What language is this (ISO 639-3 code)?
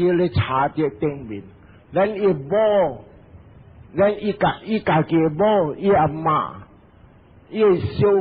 nan